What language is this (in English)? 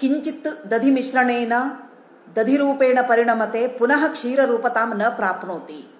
Sanskrit